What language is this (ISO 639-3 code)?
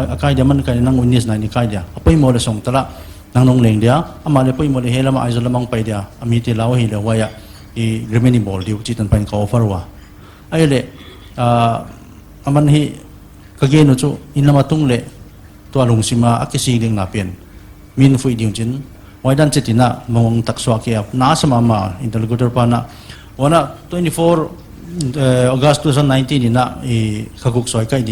pck